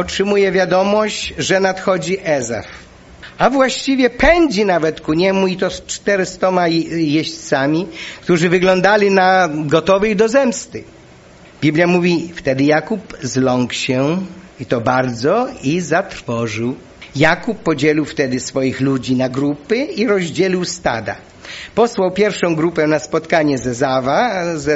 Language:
Polish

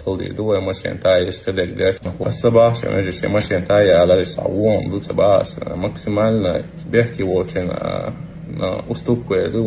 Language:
Chechen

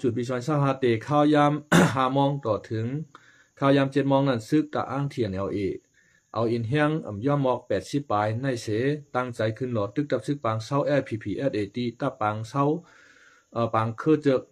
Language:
Shan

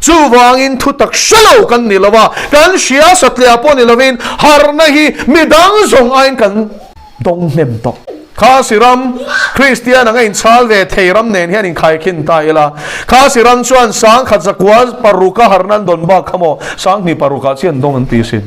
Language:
Mizo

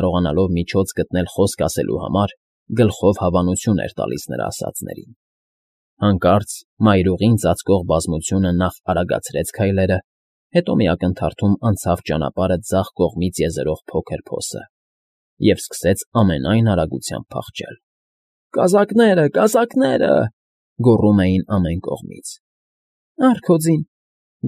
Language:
Armenian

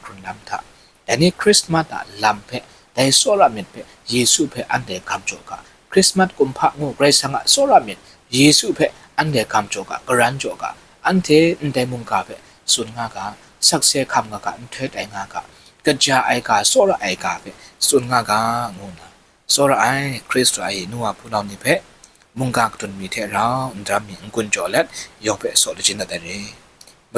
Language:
Kachin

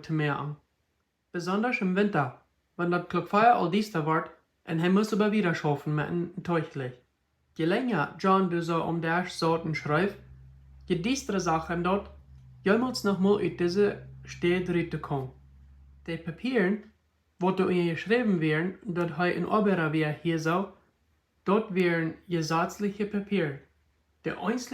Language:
Plautdietsch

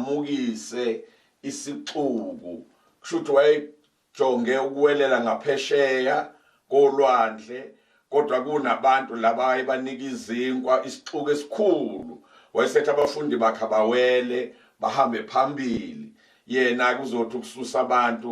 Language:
Zulu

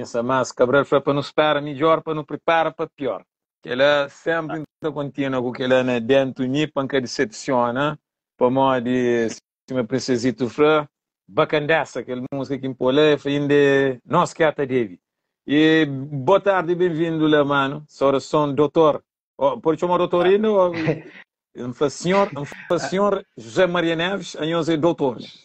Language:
Kabuverdianu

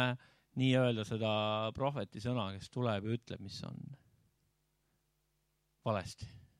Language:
Estonian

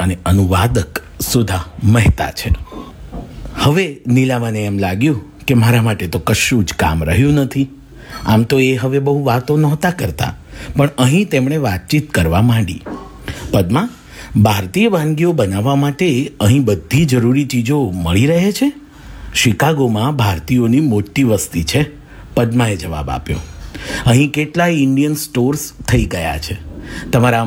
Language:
Gujarati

